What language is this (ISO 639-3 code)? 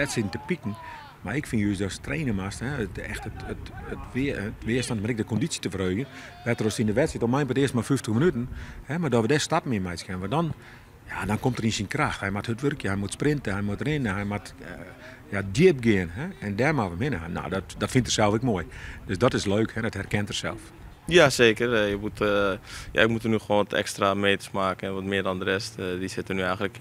fry